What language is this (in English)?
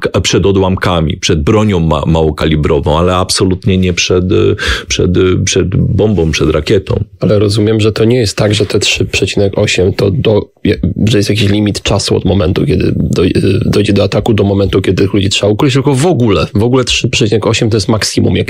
Polish